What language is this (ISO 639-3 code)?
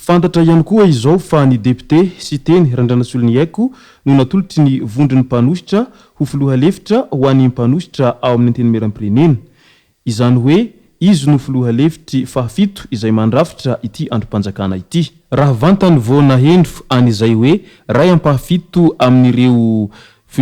mlg